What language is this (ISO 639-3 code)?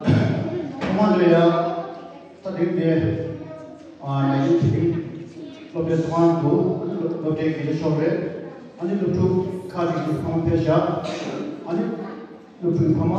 bod